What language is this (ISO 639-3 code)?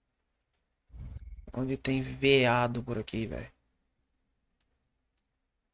por